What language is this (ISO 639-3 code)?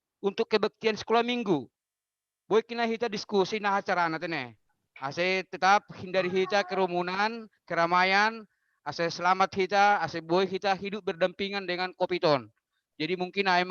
bts